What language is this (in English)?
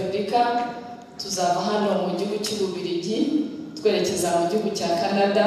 Kinyarwanda